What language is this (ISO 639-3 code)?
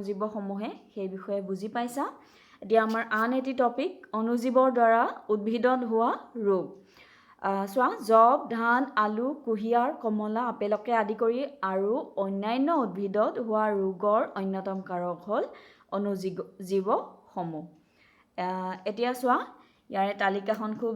asm